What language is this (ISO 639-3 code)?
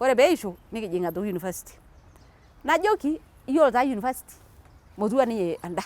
mas